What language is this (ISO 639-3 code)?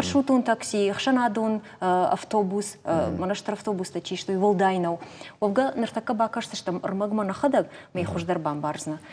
oss